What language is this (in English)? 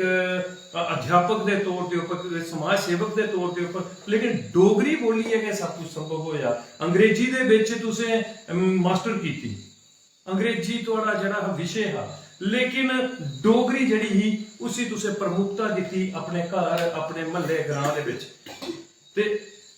Dogri